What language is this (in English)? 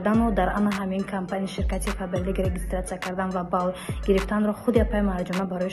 Tajik